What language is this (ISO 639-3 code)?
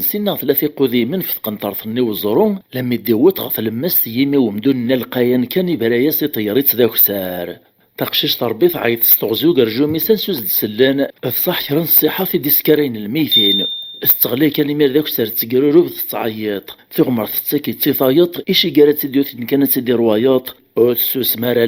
kab